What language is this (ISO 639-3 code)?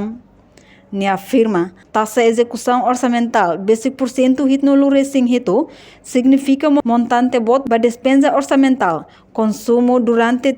tet